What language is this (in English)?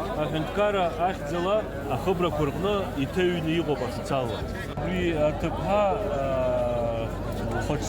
Abkhazian